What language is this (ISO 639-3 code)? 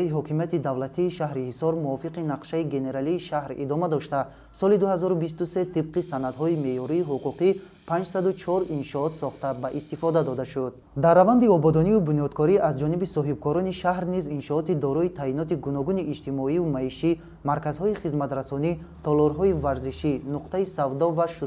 tgk